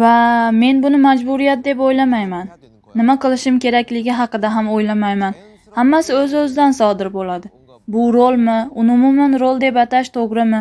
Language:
Uzbek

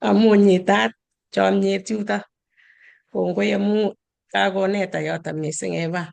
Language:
Kalenjin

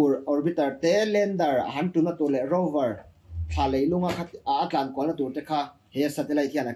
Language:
Mizo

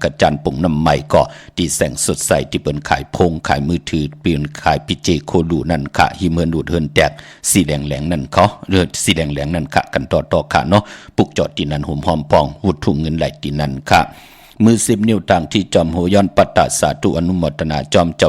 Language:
Shan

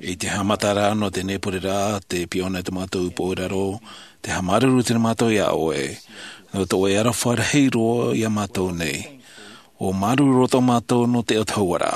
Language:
Tahitian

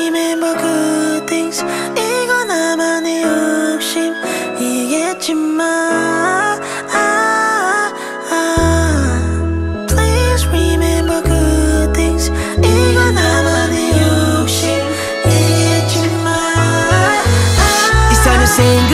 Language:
Korean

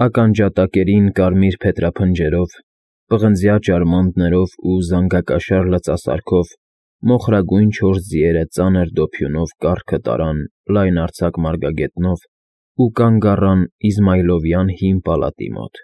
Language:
Armenian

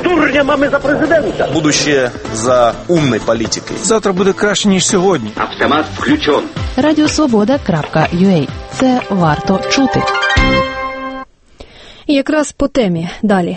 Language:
Ukrainian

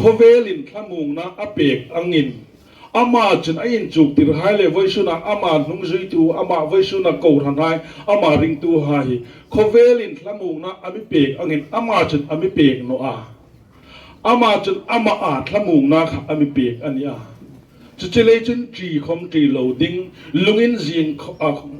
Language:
Hmar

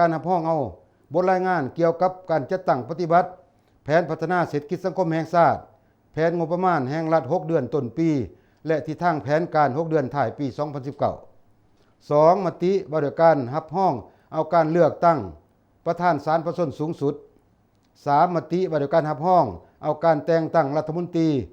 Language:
Lao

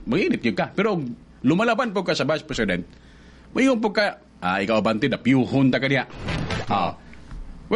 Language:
Cebuano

